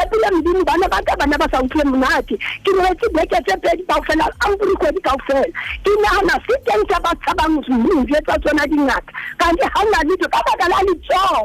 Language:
Southern Sotho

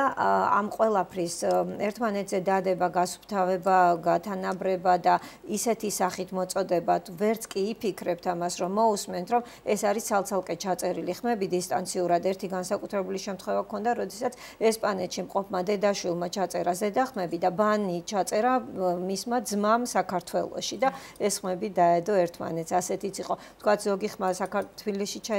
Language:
Georgian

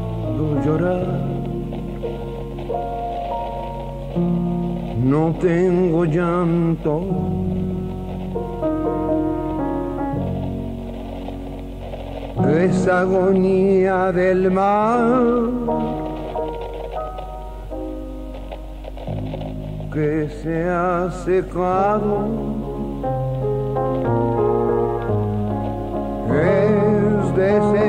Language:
Spanish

